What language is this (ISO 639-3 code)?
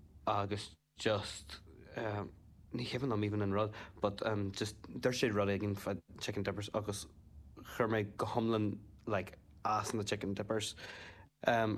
gle